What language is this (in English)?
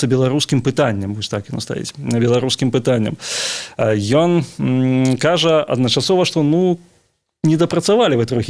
Belarusian